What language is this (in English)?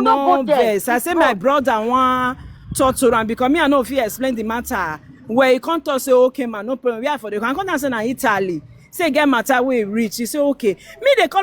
Nigerian Pidgin